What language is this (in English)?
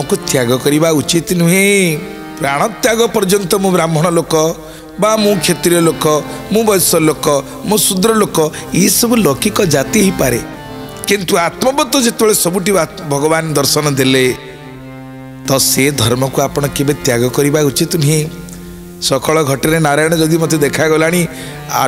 Odia